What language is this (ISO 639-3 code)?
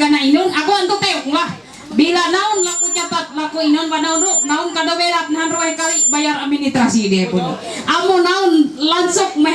mhy